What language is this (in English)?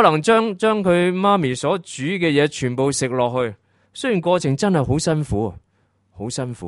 Cantonese